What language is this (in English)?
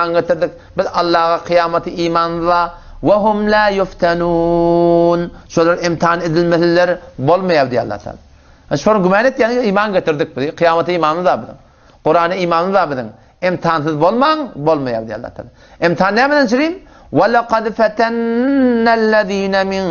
Turkmen